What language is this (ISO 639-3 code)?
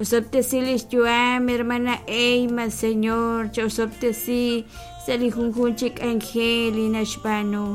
kek